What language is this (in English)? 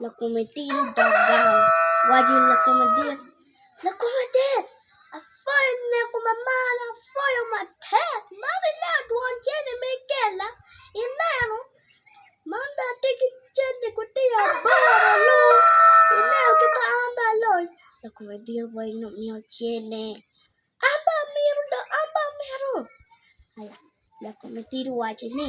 Acoli